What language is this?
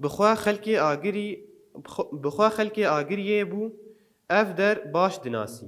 Kurdish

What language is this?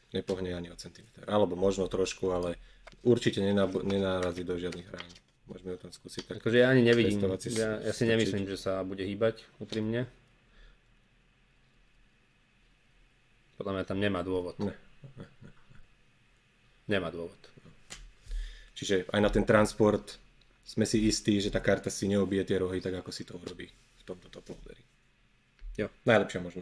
Slovak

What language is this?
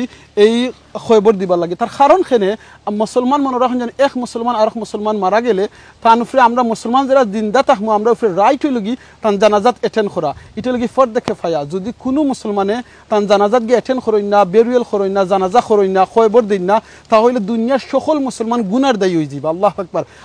Sylheti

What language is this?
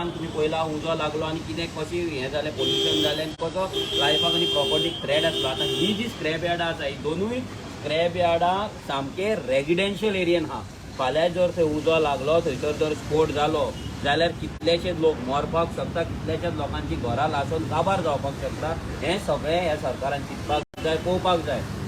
Konkani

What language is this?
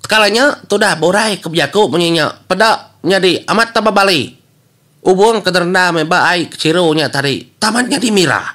Iban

